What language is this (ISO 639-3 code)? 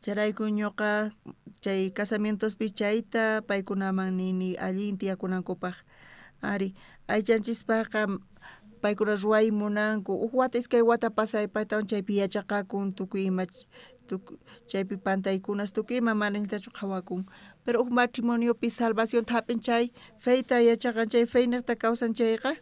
quh